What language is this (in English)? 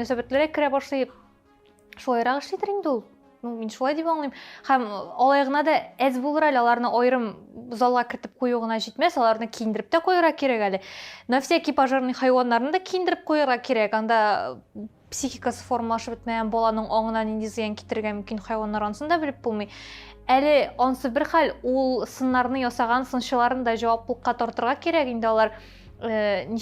Tatar